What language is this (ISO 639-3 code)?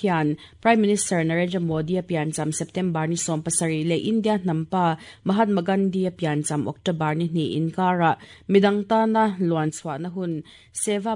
lus